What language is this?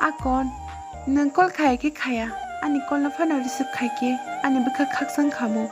Kok Borok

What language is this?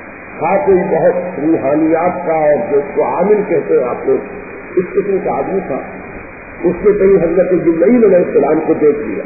Urdu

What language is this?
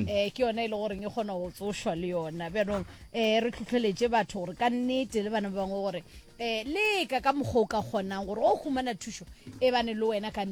Northern Sotho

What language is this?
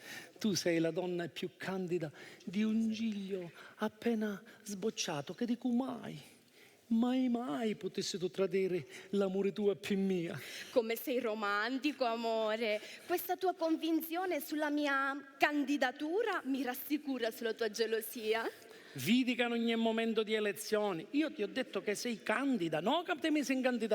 Sicilian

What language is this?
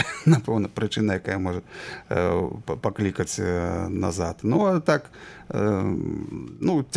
Belarusian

